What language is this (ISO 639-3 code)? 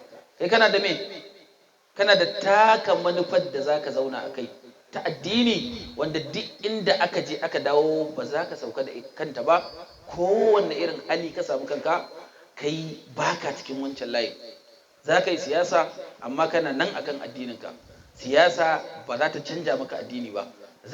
hau